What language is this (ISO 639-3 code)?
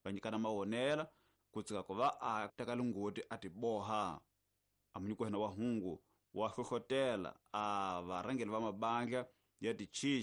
tso